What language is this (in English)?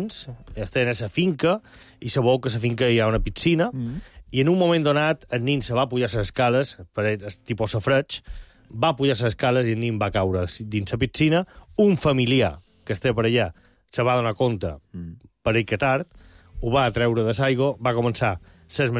Catalan